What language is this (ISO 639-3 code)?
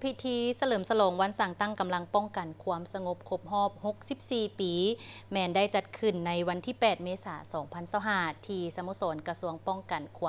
lao